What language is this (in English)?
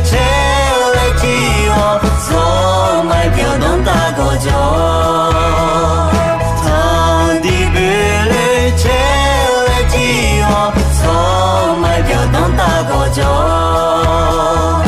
Akha